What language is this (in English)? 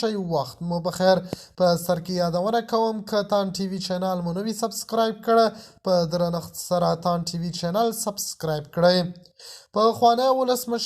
Pashto